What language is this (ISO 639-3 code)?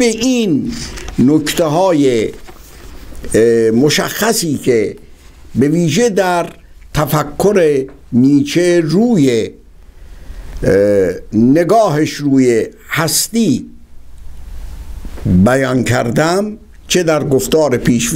fas